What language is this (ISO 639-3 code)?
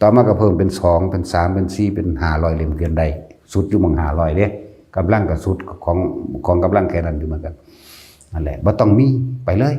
tts